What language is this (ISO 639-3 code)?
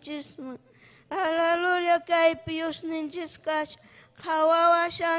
quy